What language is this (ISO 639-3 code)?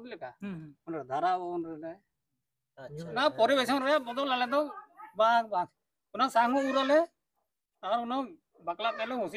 sat